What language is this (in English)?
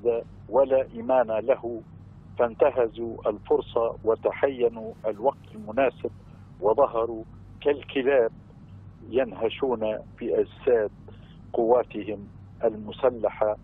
Arabic